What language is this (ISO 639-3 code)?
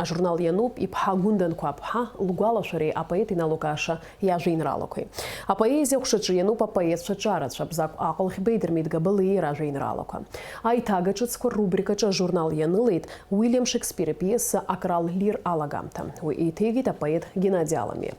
abk